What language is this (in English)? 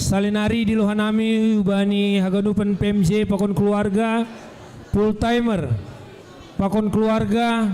Batak Simalungun